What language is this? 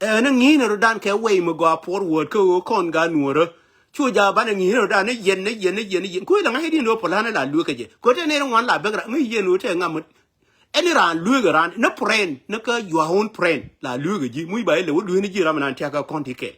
Nuer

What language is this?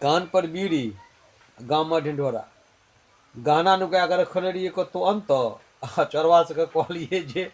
Maithili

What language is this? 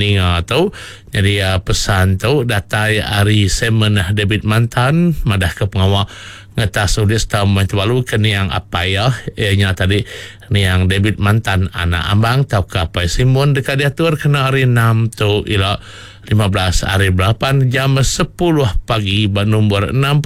Iban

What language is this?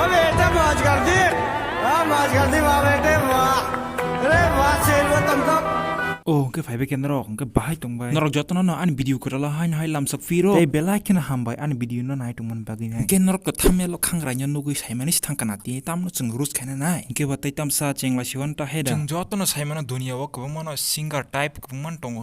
Kok Borok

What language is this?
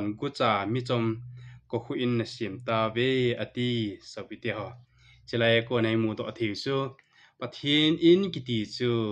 Thado Chin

